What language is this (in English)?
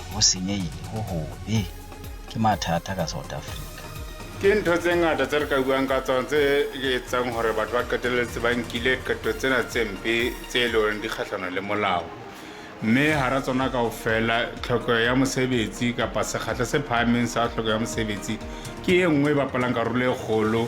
Southern Sotho